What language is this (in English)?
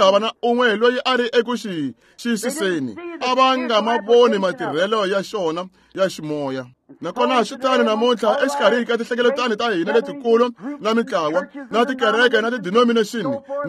Tsonga